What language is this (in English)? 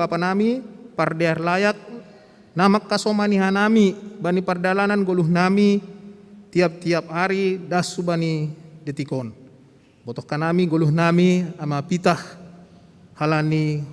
Batak Simalungun